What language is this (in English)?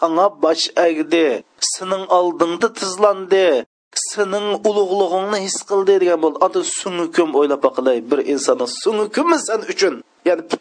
Uyghur